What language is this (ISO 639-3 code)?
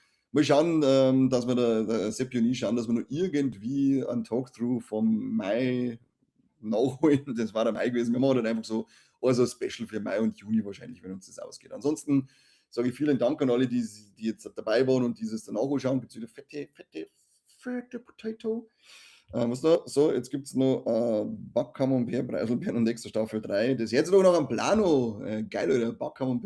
bar